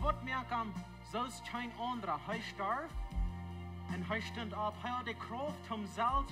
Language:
Plautdietsch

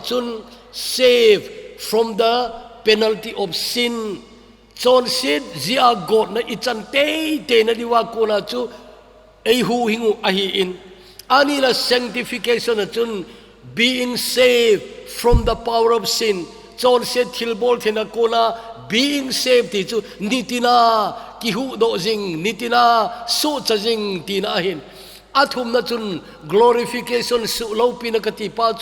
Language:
Thado Chin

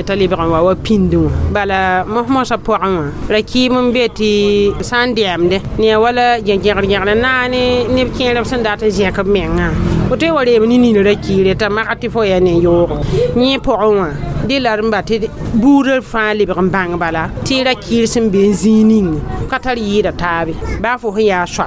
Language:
Mossi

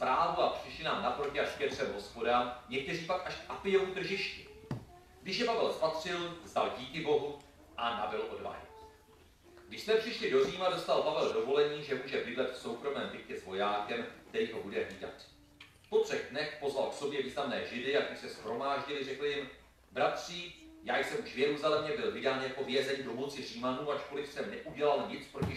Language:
Czech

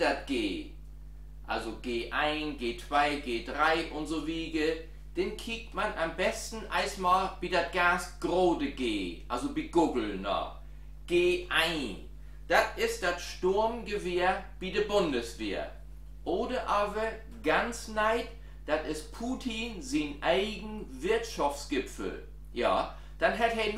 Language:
Low German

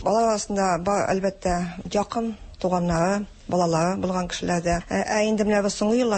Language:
Tatar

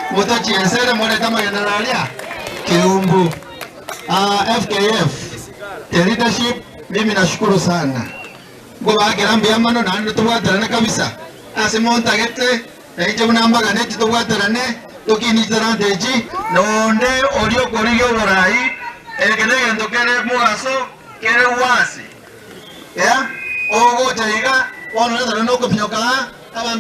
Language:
Gusii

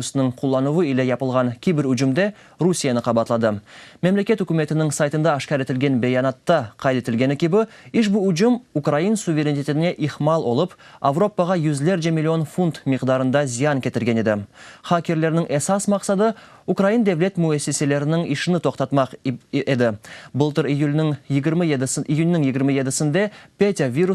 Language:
Crimean Tatar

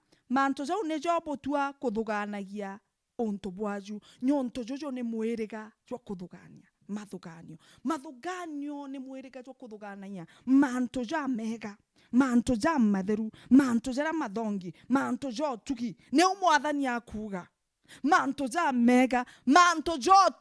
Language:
Meru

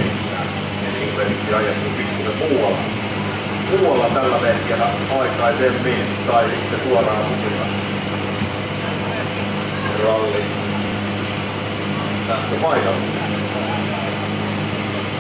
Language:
Finnish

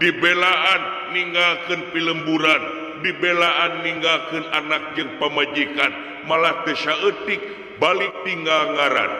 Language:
Sundanese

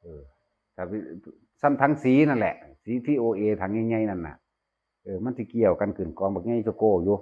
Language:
Northeastern Thai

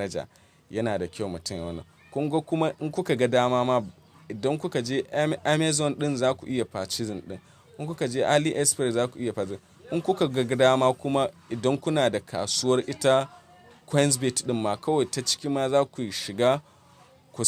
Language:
Hausa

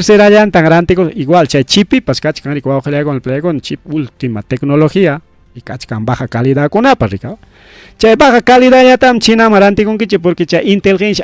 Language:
Ayacucho Quechua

